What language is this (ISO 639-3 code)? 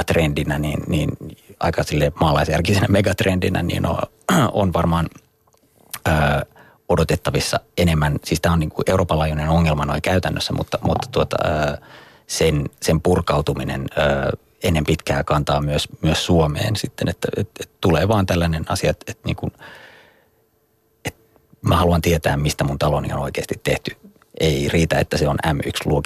fin